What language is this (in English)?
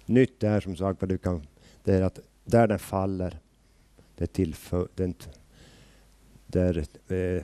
Swedish